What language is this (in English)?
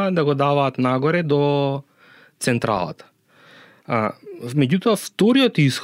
Macedonian